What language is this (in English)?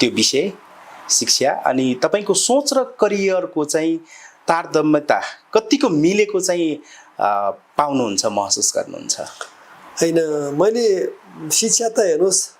Nepali